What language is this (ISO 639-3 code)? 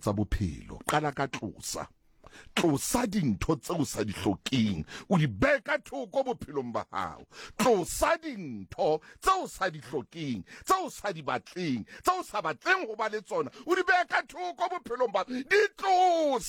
sot